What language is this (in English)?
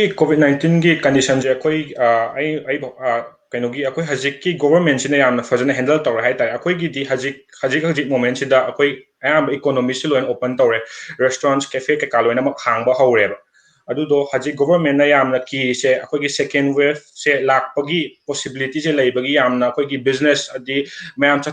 Manipuri